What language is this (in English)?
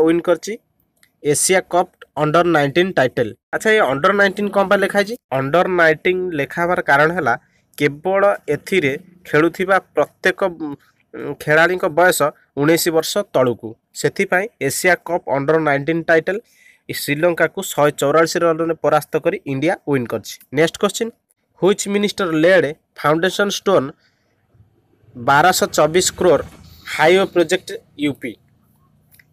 Odia